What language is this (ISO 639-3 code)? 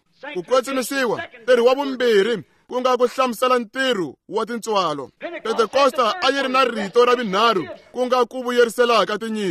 tso